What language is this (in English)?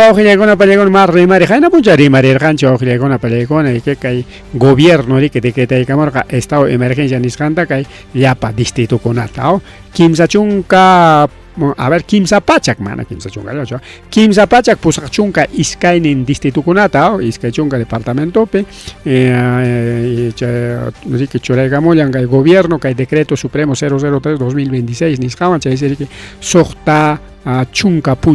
Ayacucho Quechua